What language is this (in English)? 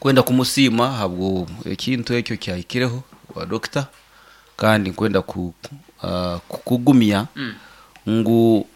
Nyoro